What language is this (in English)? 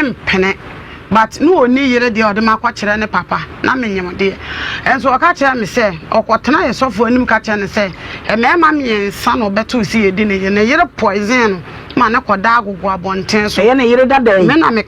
Akan